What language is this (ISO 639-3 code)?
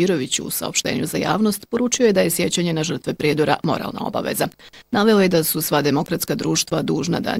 bos